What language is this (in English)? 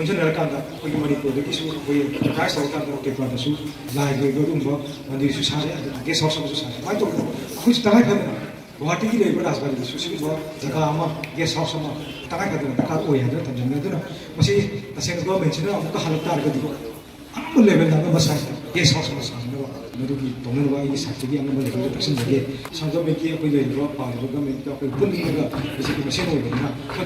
Manipuri